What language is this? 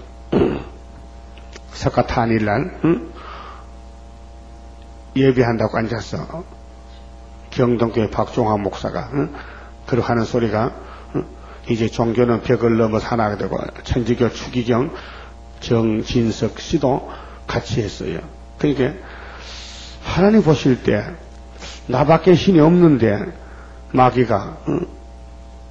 Korean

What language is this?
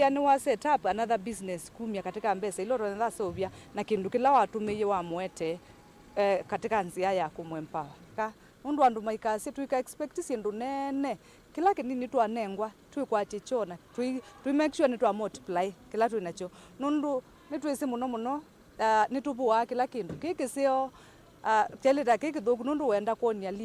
Kamba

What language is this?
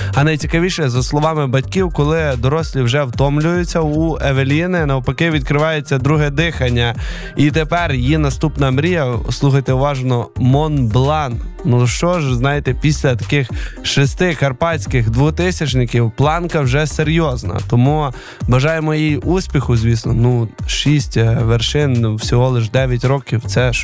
Ukrainian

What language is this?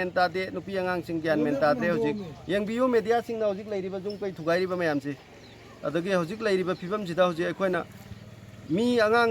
Manipuri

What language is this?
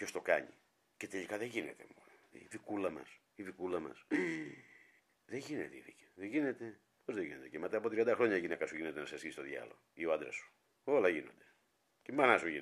Greek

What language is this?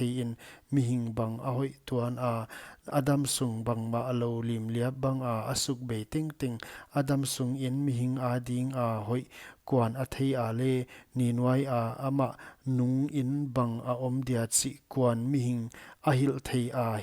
Paite Chin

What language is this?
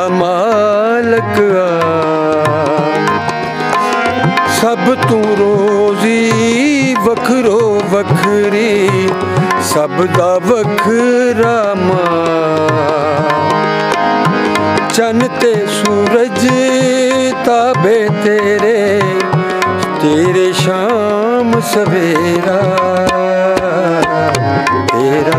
Punjabi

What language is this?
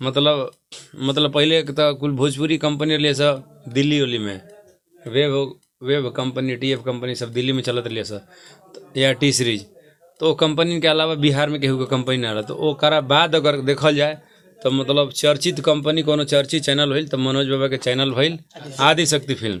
Bhojpuri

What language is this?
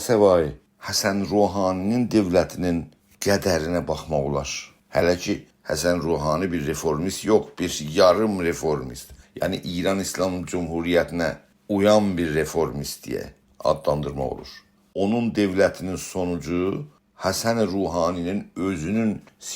South Azerbaijani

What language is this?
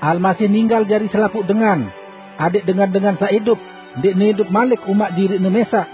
Sasak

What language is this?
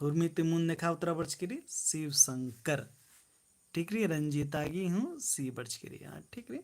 Kurukh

